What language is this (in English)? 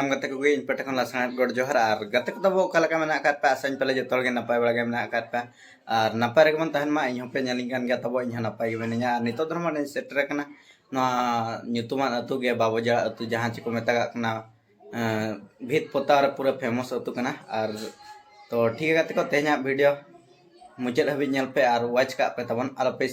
Santali